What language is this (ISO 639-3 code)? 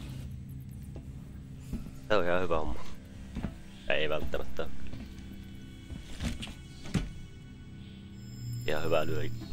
fin